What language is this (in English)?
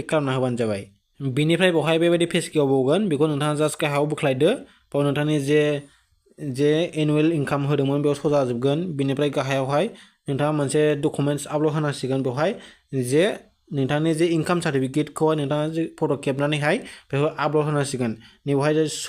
Bodo